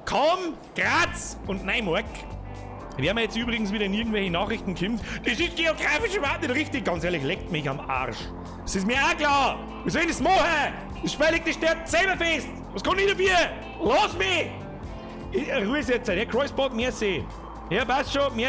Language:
Bavarian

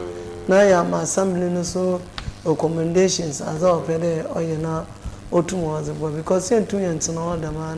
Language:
Akan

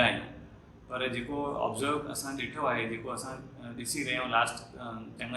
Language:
Sindhi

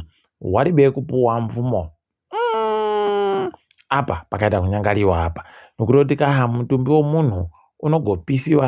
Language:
Ndau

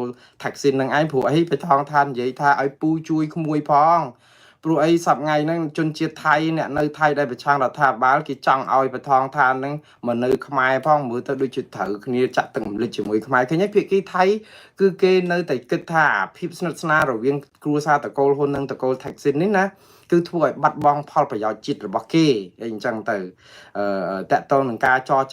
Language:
Khmer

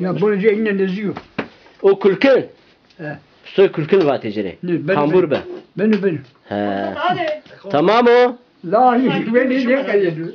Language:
Zaza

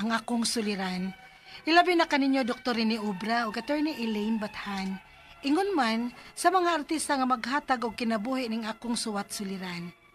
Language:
Cebuano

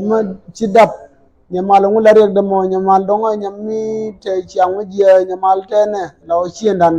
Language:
Nuer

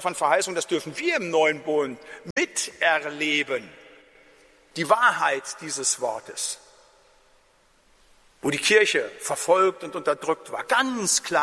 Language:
German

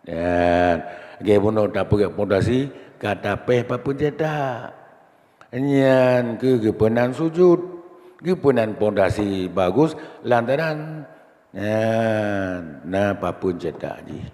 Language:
Achinese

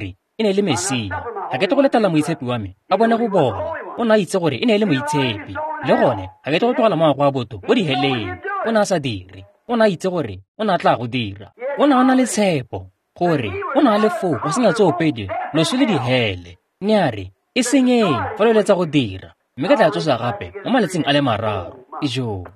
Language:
Tswana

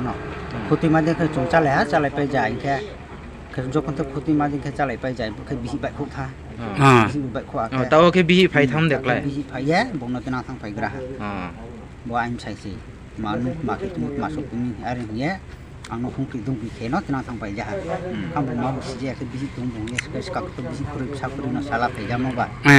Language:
Riang (India)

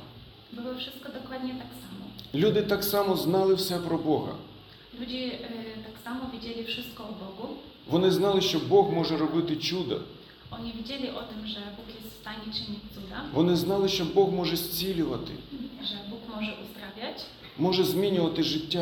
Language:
Polish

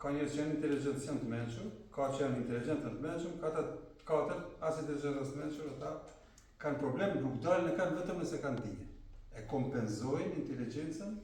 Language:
Albanian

